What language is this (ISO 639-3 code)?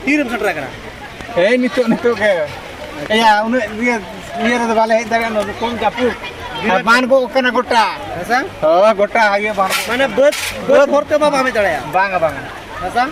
sat